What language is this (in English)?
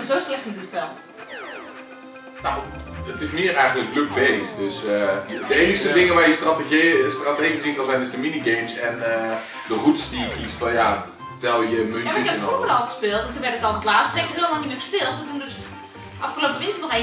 Dutch